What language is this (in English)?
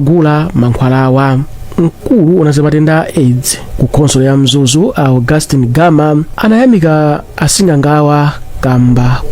Nyanja